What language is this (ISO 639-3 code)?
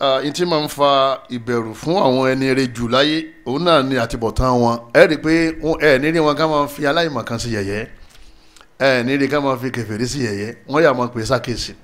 yor